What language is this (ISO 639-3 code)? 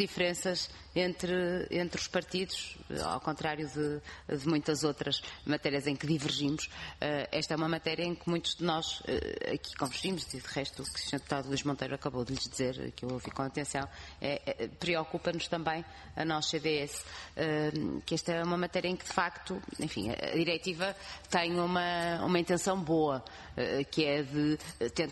por